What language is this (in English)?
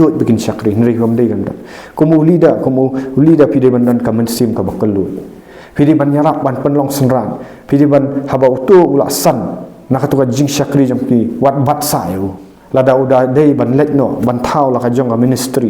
Khasi